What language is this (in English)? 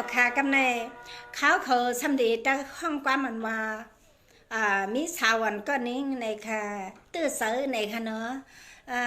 Shan